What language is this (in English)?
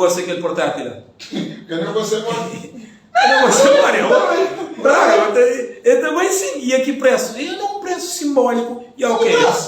Kabuverdianu